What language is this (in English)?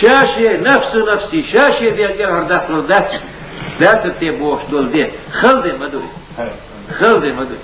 Chechen